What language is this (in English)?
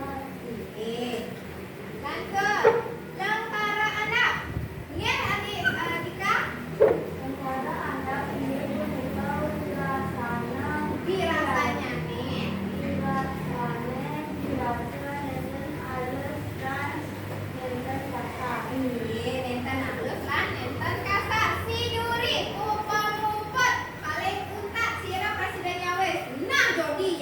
Balinese